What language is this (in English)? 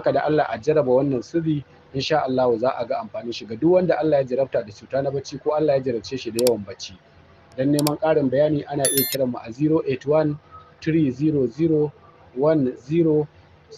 Hausa